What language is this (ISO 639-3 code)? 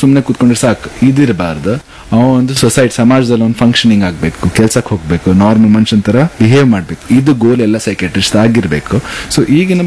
kan